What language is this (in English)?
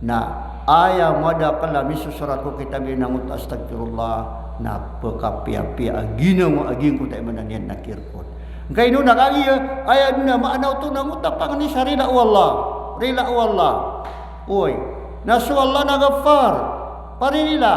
Maranao